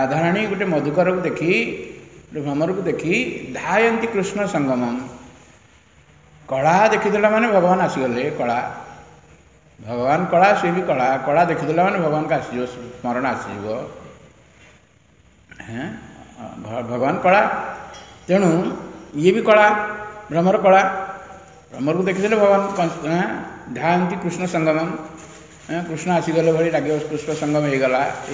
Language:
Odia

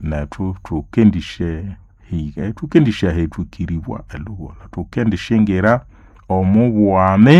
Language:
Nande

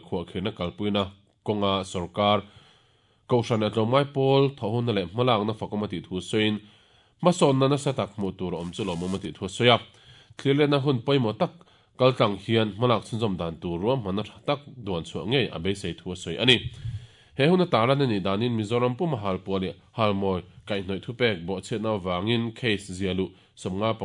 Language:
Mizo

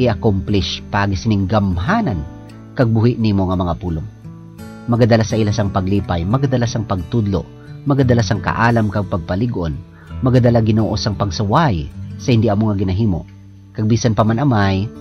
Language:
Hiligaynon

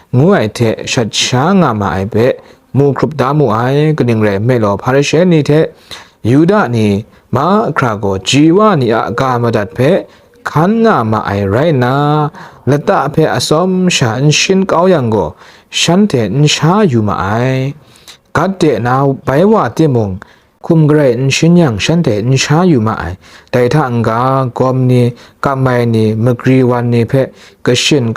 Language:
Kachin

